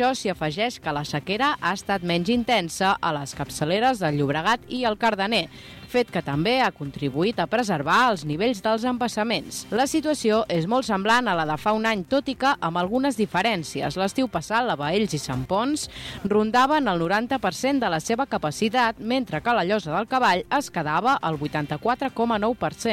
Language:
Catalan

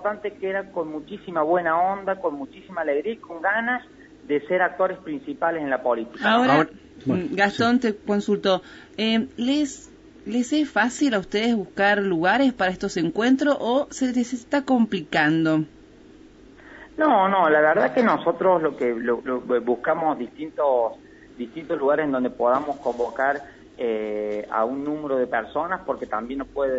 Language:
Spanish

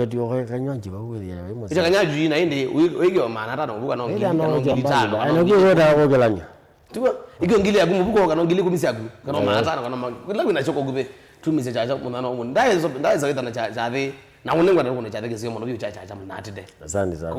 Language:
Kamba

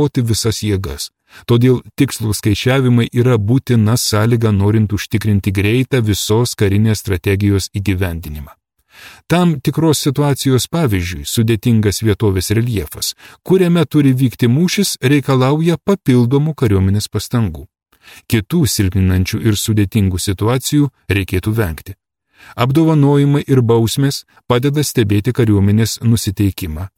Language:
Lithuanian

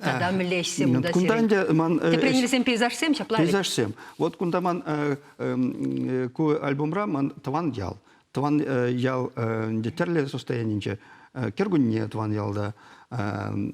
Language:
Chuvash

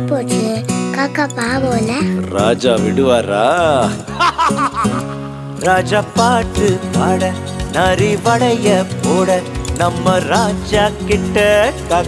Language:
Tamil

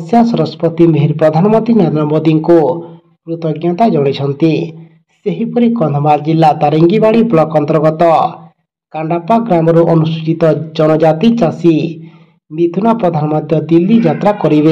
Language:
Odia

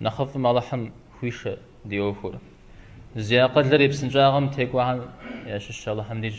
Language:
Kabardian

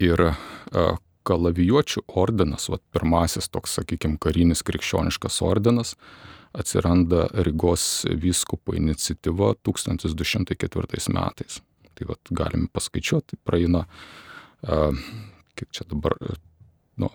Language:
Lithuanian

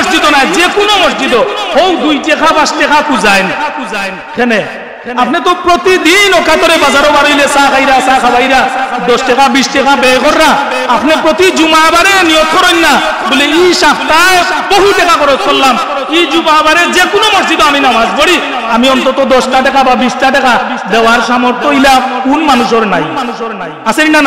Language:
Sylheti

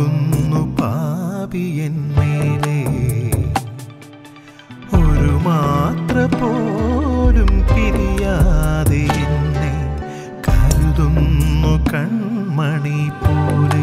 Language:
Malayalam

